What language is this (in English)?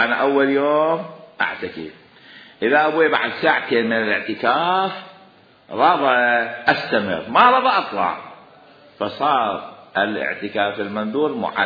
Mesopotamian Arabic